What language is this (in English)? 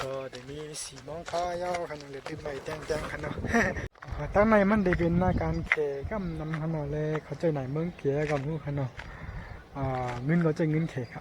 Shan